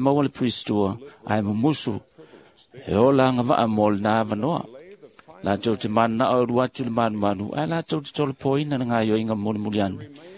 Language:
Samoan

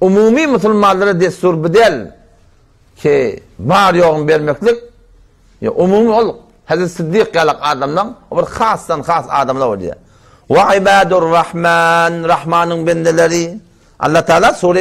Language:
Turkmen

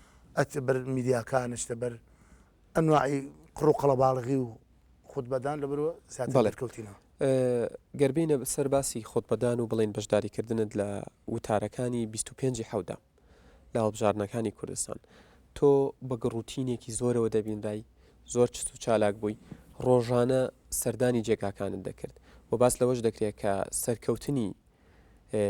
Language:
Central Kurdish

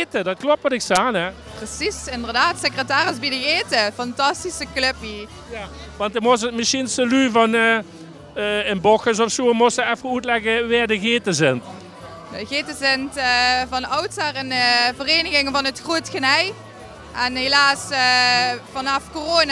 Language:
Limburgish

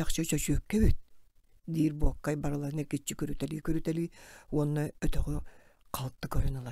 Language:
Yakut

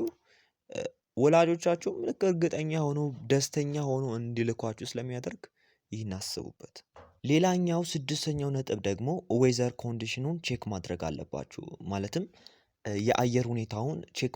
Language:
Amharic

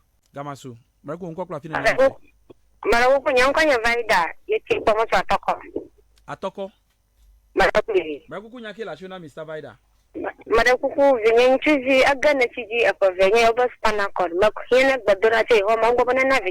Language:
Ewe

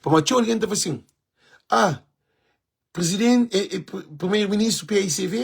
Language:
Kabuverdianu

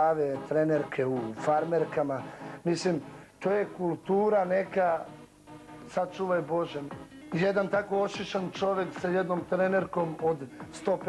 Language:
Serbian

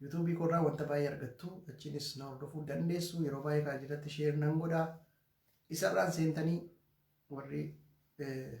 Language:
Oromo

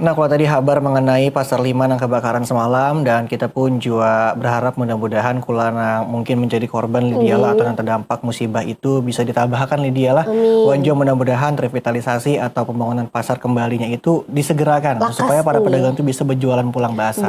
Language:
Banjar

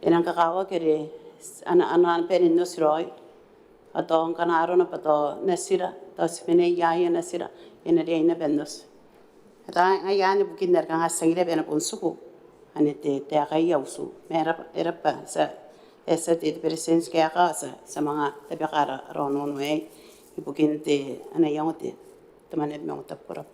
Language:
Gilbertese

